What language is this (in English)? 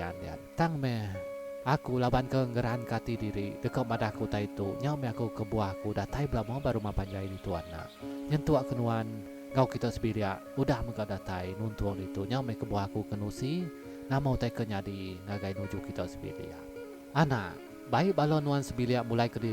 Iban